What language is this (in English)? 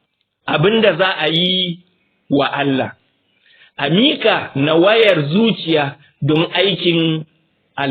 Hausa